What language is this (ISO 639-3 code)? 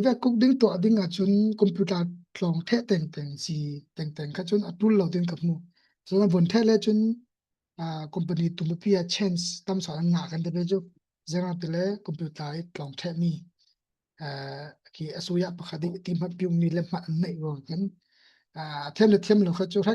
cfm